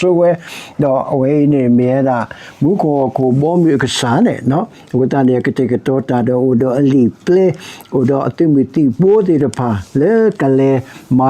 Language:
S'gaw Karen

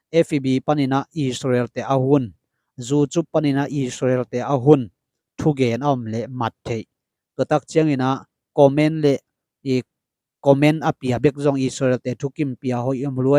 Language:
Tedim Chin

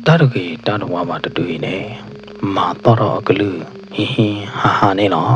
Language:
S'gaw Karen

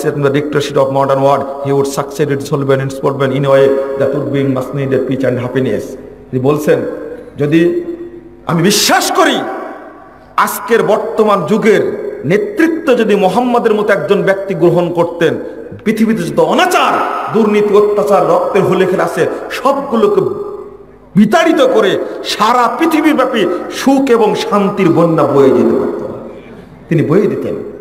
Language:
Bangla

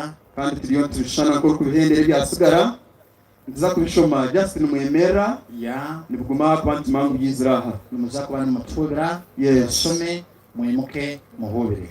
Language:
Nyankole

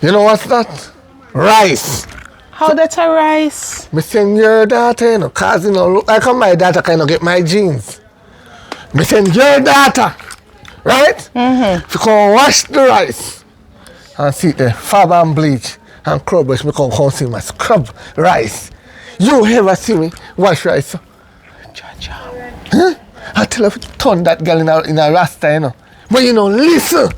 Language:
Jamaican Creole English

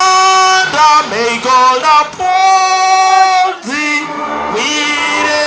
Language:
Nyankole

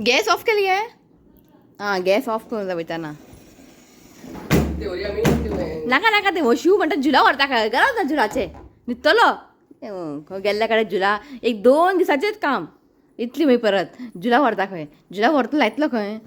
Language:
Konkani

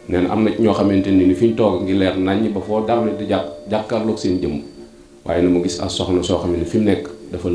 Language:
Wolof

